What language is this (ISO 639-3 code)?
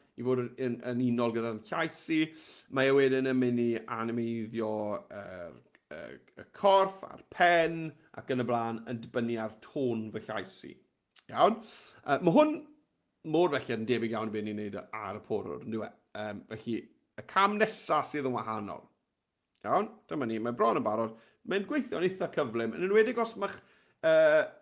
cym